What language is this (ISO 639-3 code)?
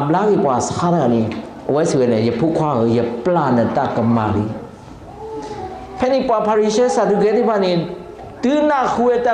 ksw